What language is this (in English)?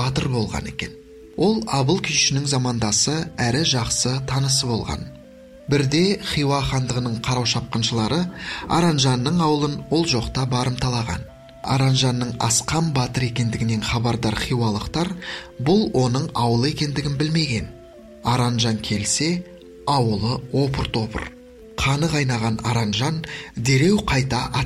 Kazakh